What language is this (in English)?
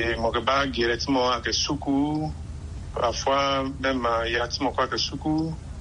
Sango